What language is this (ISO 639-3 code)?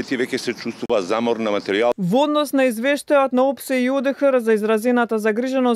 mkd